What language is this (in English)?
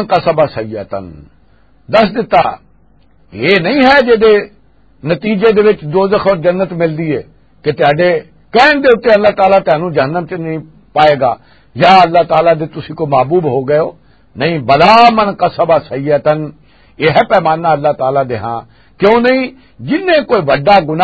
Western Panjabi